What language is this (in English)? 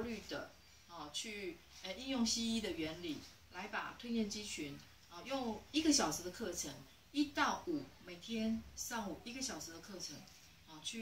Chinese